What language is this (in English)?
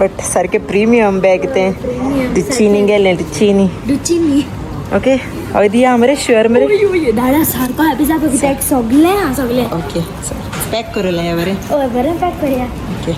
Konkani